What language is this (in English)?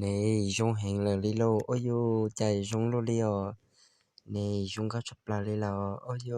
Hmong